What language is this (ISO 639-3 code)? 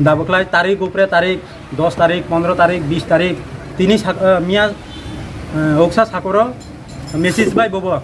ria